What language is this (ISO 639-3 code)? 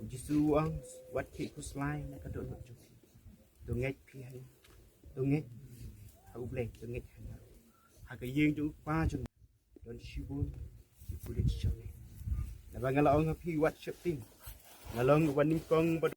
kha